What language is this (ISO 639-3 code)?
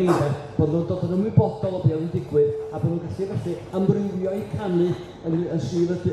cym